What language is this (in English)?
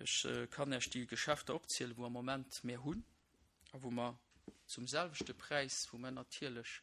Luxembourgish